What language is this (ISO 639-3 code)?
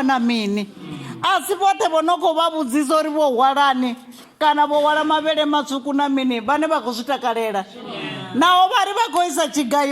ven